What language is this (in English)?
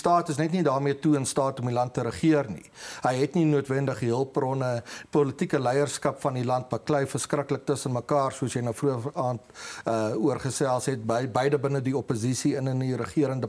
Afrikaans